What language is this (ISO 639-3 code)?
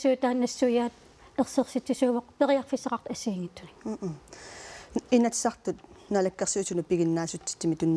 kal